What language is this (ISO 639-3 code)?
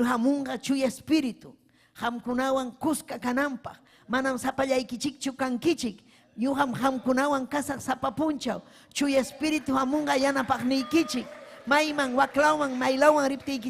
quy